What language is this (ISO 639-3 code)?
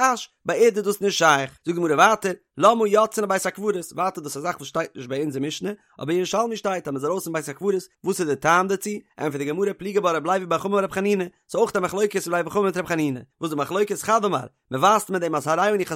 yid